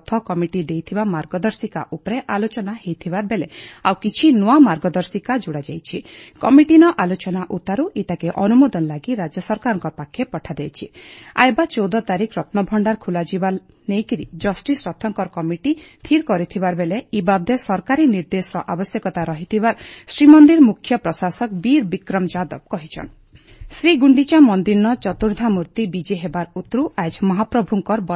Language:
Odia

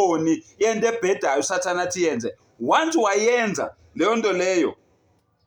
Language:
Zulu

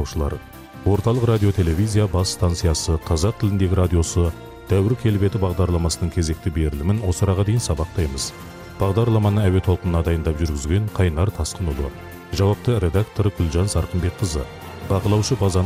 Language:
Kazakh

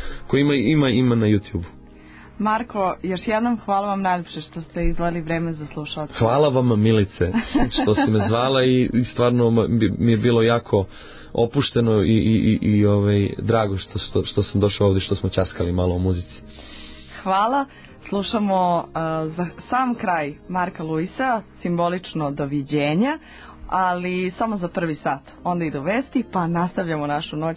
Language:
Serbian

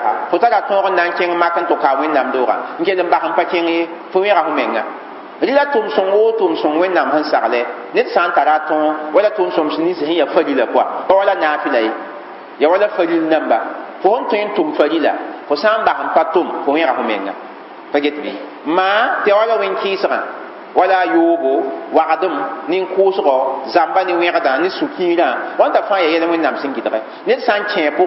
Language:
Mossi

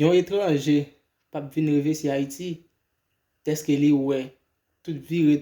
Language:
Haitian Creole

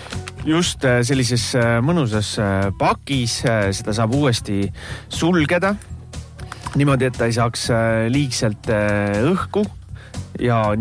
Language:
Estonian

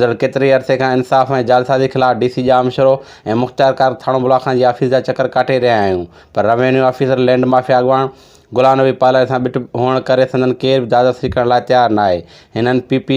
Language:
Sindhi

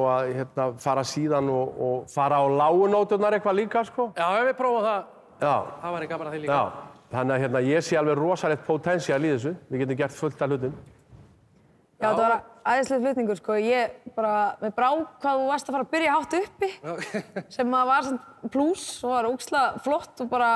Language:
Icelandic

